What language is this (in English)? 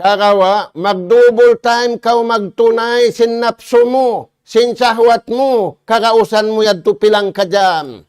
Tausug